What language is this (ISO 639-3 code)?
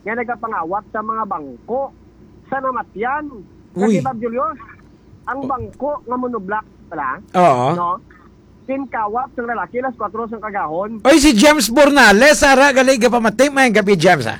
hil